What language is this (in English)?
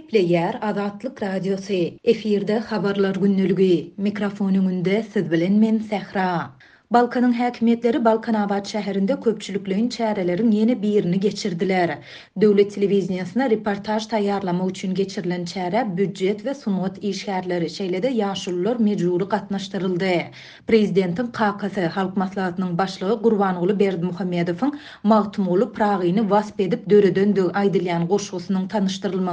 Turkmen